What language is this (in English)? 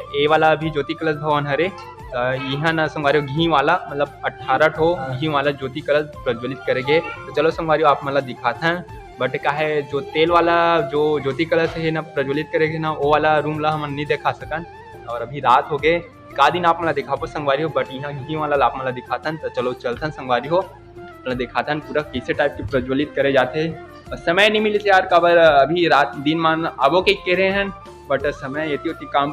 Chhattisgarhi